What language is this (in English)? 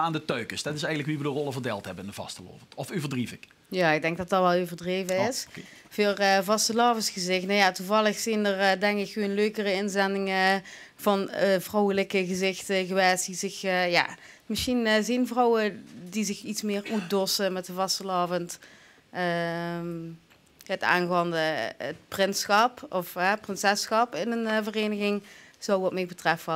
Limburgish